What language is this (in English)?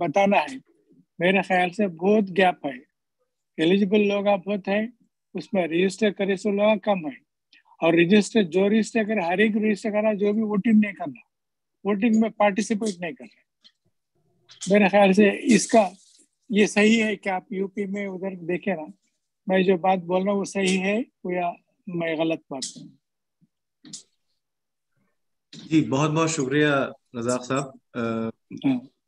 Hindi